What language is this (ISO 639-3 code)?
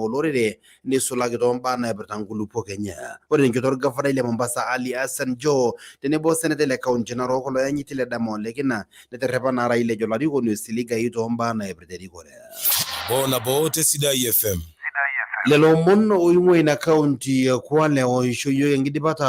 mas